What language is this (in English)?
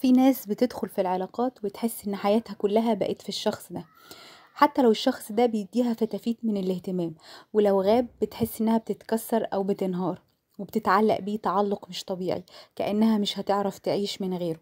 Egyptian Arabic